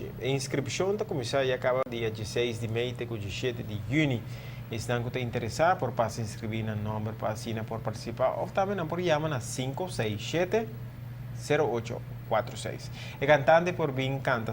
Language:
Papiamento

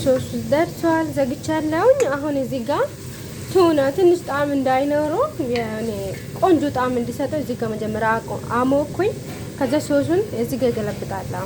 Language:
Amharic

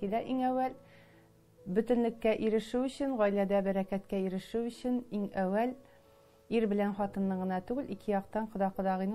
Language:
Tatar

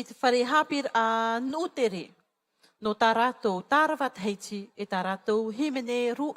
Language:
Tahitian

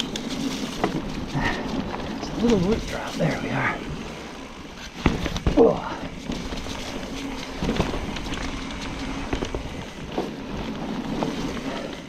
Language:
English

